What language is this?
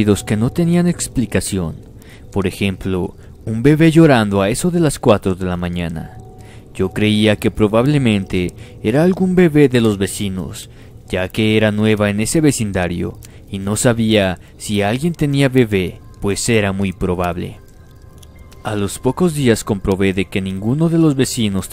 Spanish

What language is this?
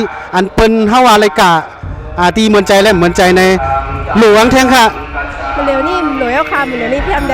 Shan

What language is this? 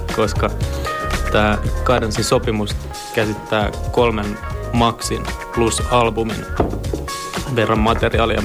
Finnish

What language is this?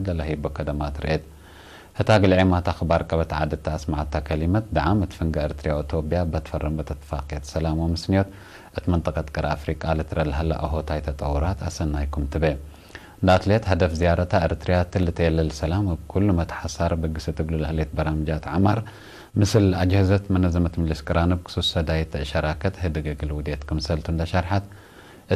Tigre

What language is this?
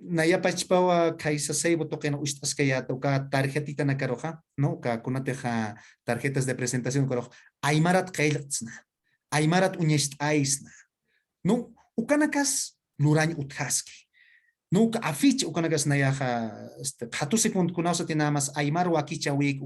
Aymara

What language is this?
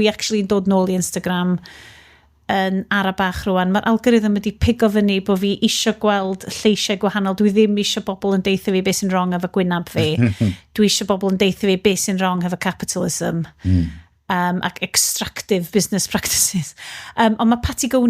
Welsh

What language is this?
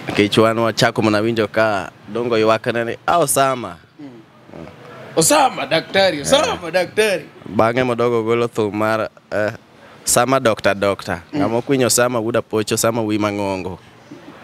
Luo (Kenya and Tanzania)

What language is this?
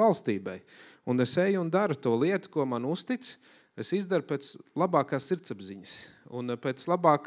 Latvian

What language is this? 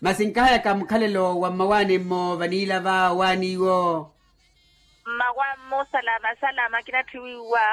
Makhuwa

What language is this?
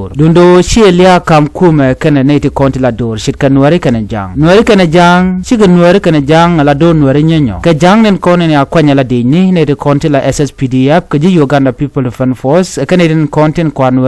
Nuer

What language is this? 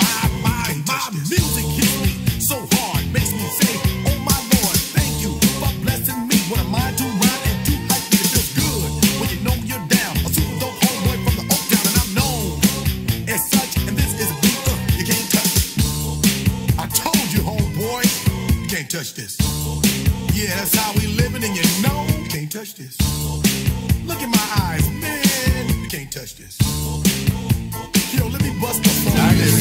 English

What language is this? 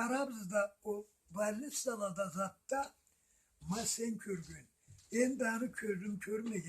Karachay-Balkar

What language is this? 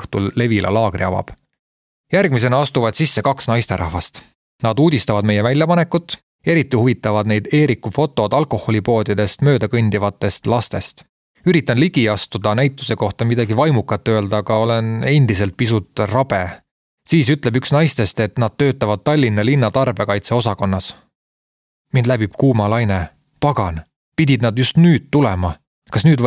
Estonian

